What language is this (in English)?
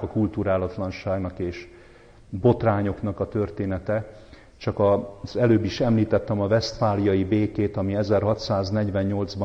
Hungarian